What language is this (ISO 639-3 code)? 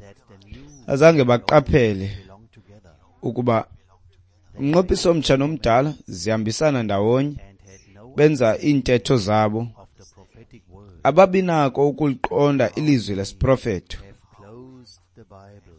xho